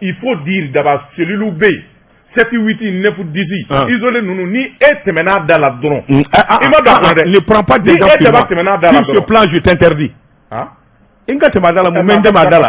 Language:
Bambara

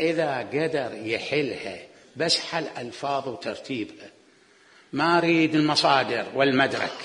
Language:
Mesopotamian Arabic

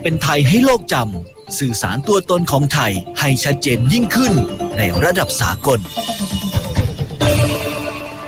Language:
Thai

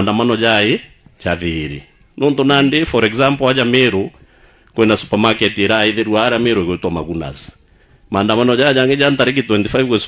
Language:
Meru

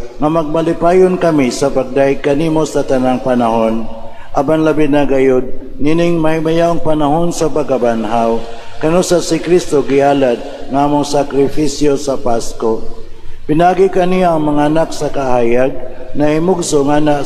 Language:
Cebuano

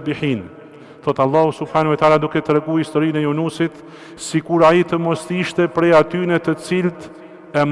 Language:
Albanian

